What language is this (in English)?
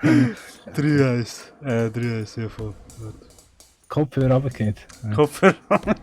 Swiss German